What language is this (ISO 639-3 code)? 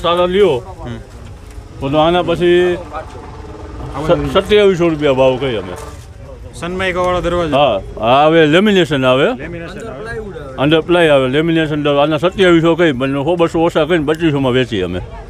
guj